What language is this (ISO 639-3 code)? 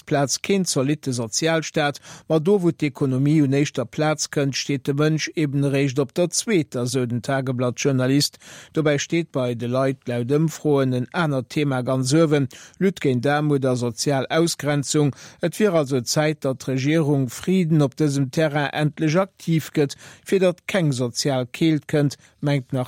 ltz